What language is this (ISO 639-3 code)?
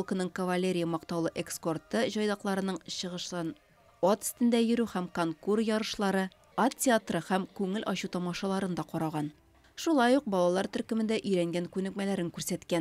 tat